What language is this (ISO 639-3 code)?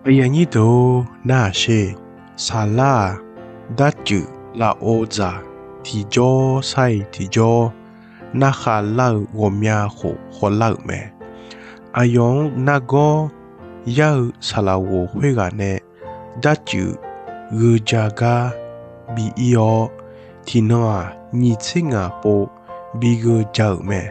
ahk